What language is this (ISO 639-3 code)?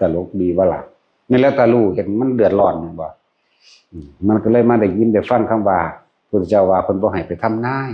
tts